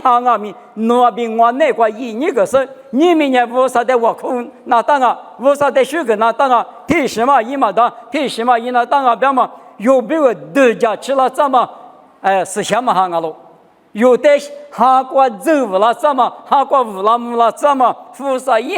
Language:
Lisu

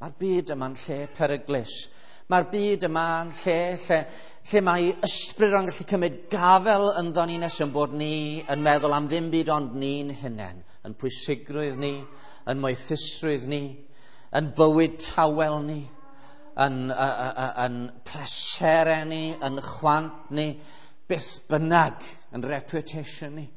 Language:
Welsh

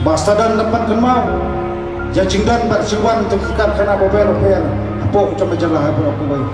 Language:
Khasi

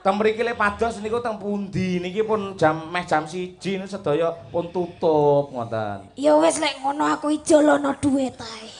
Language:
Javanese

